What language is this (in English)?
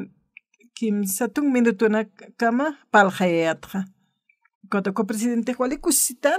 Aymara